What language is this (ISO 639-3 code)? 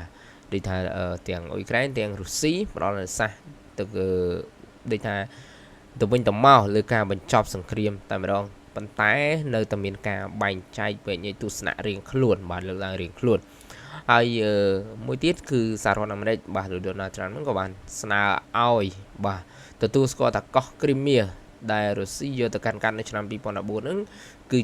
khm